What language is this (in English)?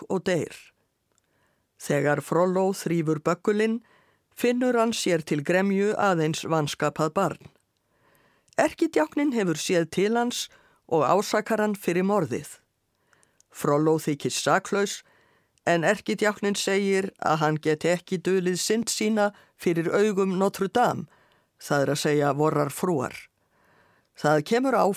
Icelandic